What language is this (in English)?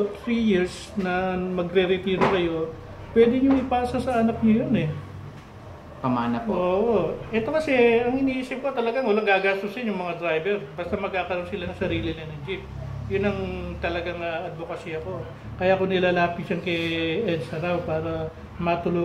Filipino